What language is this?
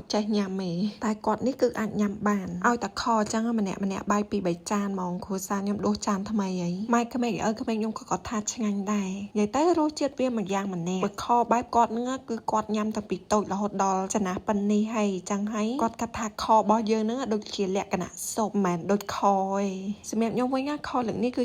Khmer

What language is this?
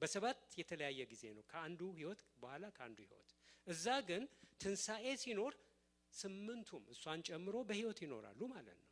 Amharic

